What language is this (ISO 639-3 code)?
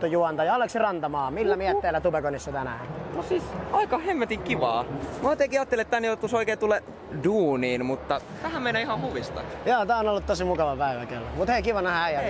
fin